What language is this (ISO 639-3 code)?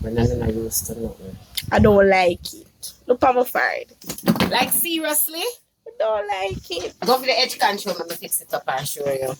jam